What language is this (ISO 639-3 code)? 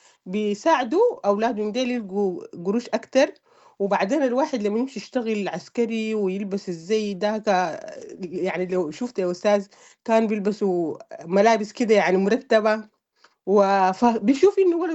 apd